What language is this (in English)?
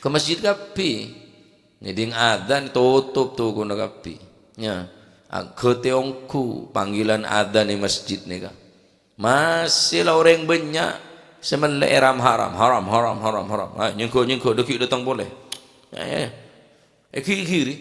Madurese